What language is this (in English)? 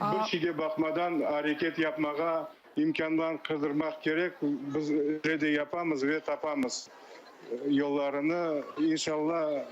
Crimean Tatar